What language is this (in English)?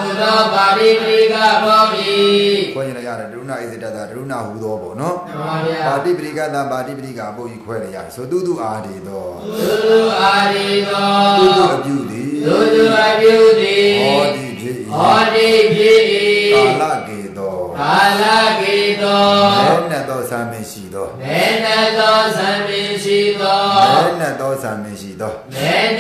Burmese